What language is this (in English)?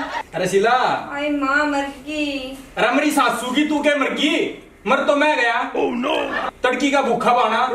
Haryanvi